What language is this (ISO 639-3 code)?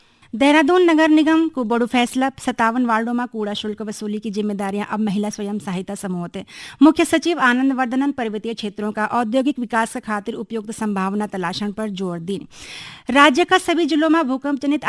gbm